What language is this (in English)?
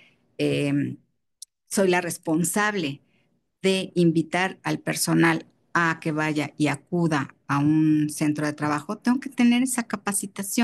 Spanish